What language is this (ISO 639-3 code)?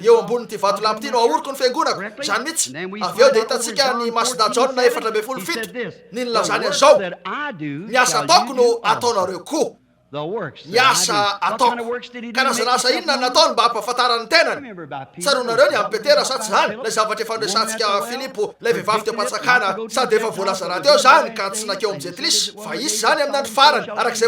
mlg